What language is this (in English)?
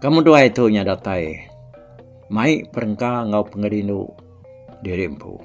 Iban